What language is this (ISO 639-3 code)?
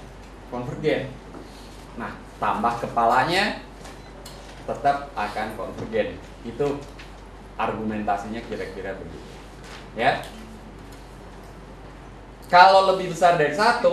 ind